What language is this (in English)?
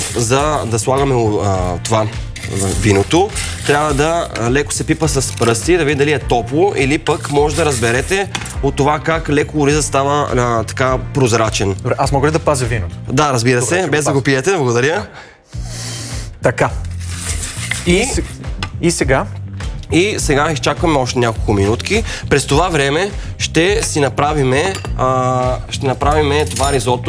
Bulgarian